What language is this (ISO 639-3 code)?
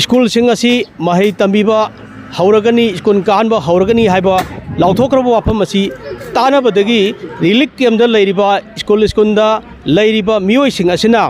mni